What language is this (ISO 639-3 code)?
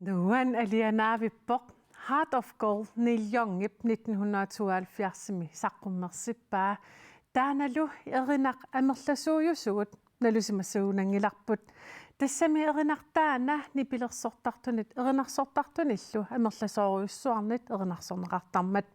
kal